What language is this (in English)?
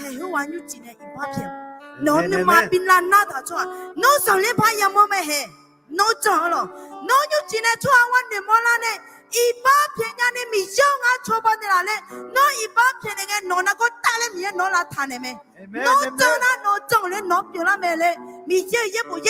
Akha